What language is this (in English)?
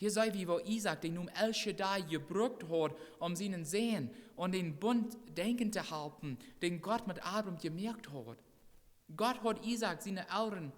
Plautdietsch